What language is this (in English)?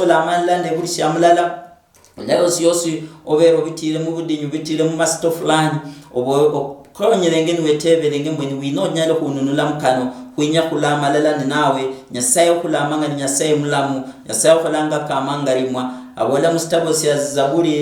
Luyia